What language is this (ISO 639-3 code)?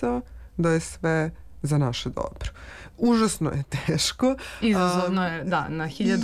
srp